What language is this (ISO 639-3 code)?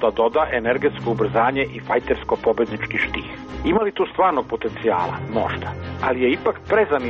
srp